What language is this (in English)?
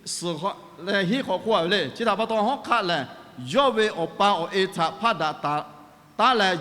Lahu